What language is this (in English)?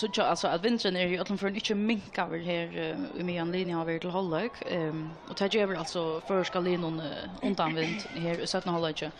Faroese